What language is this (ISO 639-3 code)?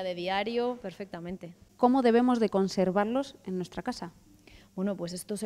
spa